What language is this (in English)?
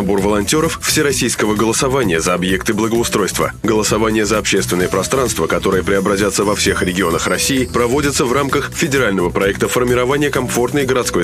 Russian